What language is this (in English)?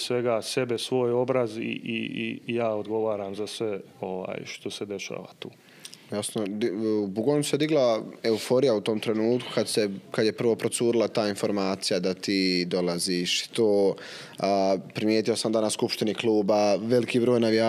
Bosnian